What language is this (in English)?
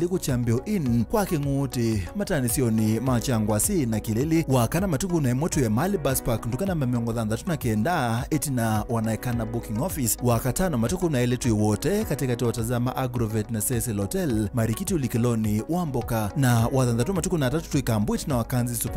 Kamba